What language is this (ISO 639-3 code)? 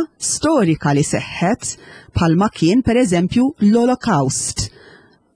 mlt